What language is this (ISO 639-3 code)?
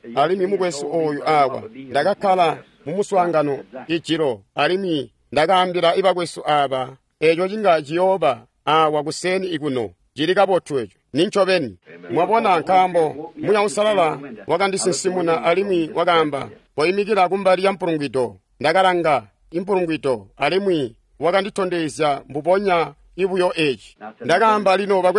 toi